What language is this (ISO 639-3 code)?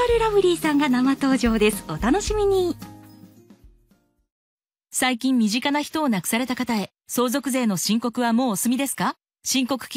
jpn